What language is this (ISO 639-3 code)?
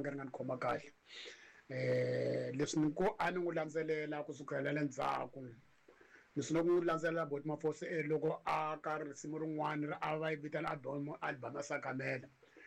tso